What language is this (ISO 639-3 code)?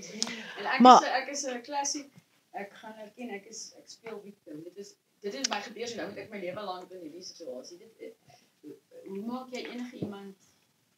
afr